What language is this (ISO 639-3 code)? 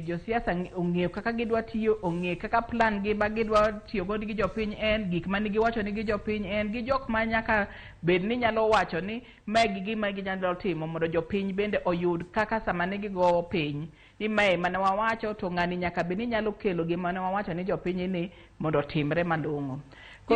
luo